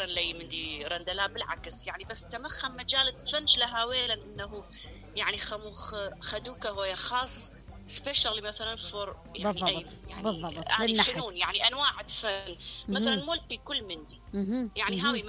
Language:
Mesopotamian Arabic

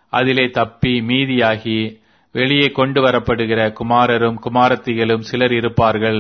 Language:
Tamil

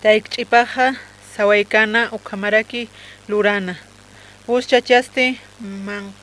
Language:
Aymara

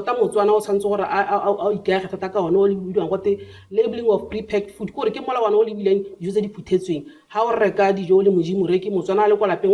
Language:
Tswana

